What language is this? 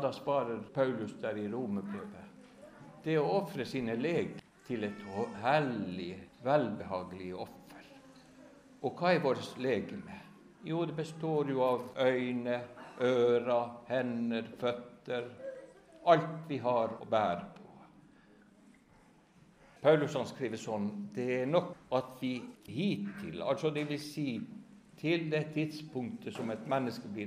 Norwegian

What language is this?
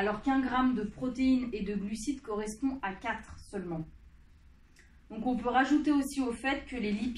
French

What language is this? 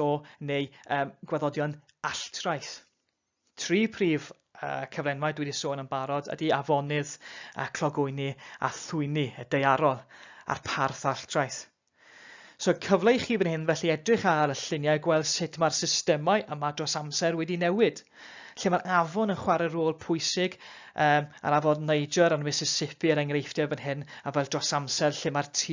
Welsh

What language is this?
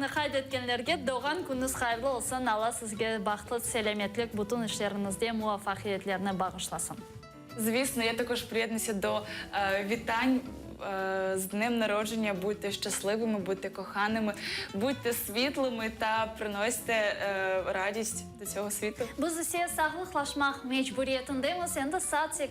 Crimean Tatar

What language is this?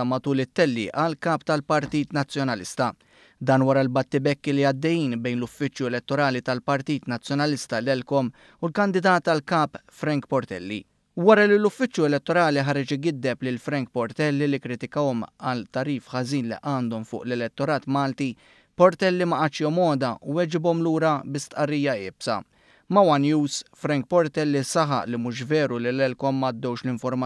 Maltese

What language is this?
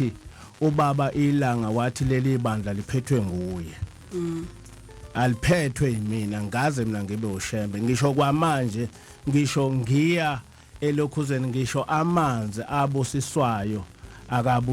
Zulu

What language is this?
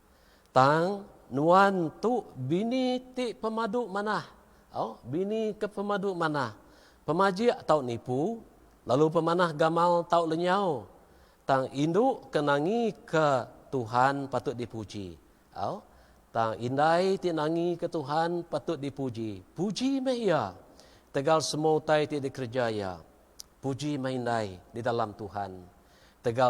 Iban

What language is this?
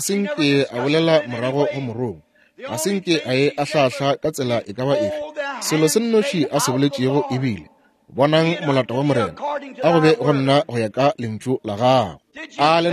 Northern Sotho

